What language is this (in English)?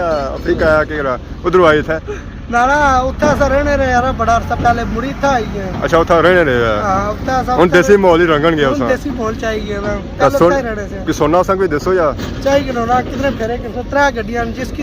Pahari-Potwari